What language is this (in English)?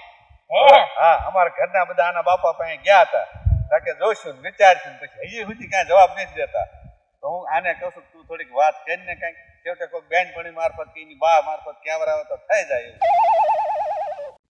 Gujarati